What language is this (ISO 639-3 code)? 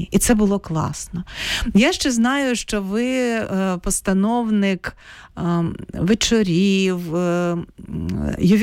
ukr